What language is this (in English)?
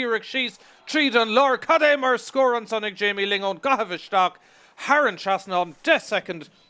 Irish